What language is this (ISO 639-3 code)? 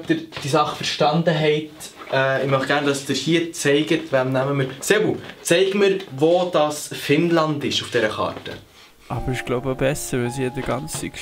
gsw